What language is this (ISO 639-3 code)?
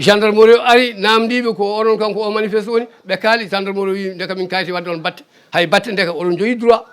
ful